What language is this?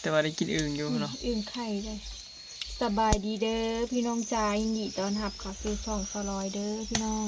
Northeastern Thai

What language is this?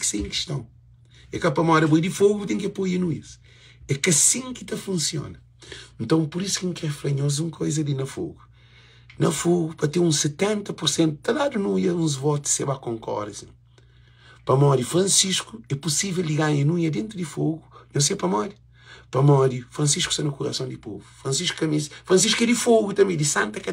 Kabuverdianu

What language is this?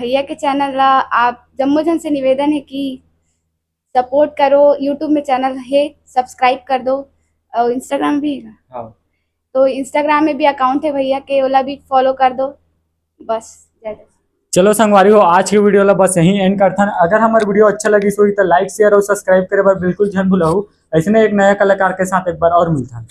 Chhattisgarhi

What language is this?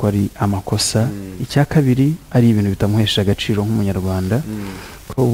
Kinyarwanda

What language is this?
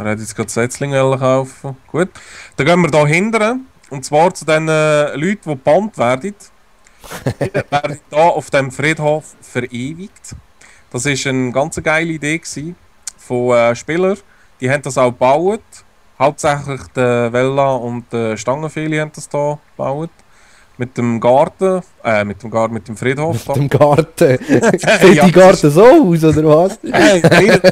Swiss German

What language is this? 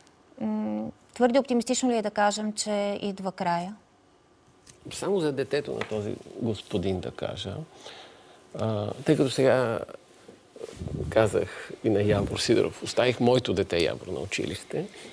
Bulgarian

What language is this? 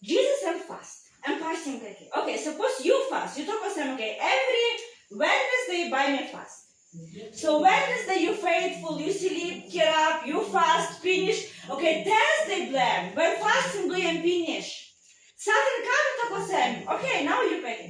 Tok Pisin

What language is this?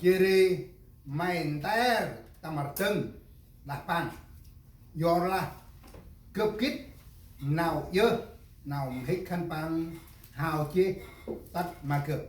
Central Mnong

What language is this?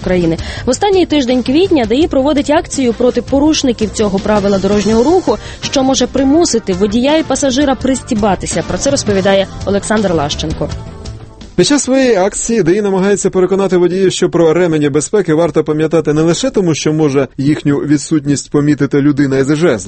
Ukrainian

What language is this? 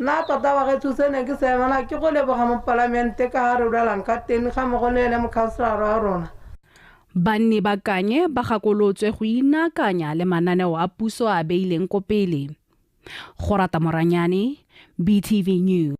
Tswana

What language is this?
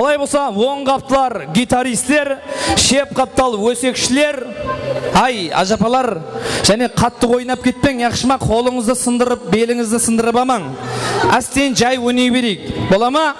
Kara-Kalpak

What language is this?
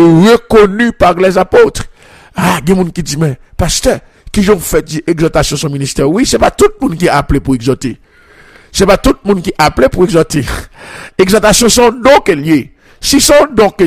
French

